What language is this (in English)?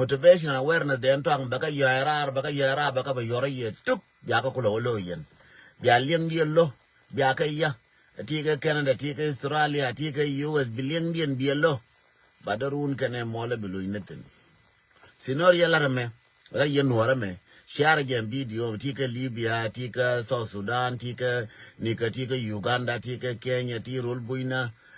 Nuer